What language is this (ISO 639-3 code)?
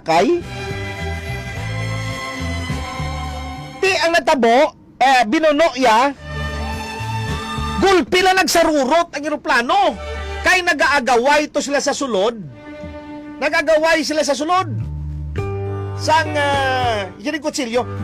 hil